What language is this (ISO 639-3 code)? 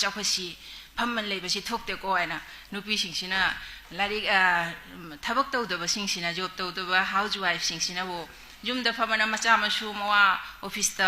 mni